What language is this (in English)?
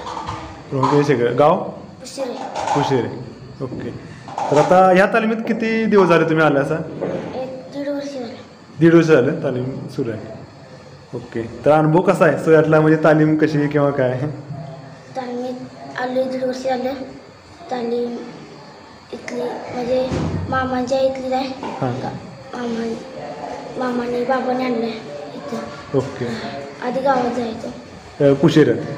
Marathi